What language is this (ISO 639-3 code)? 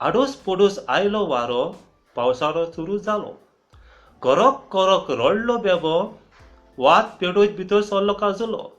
kok